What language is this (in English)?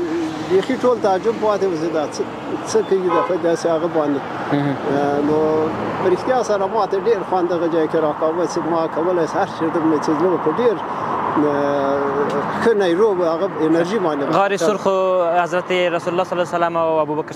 Pashto